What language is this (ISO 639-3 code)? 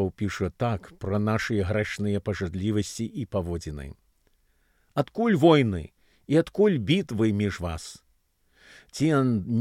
bel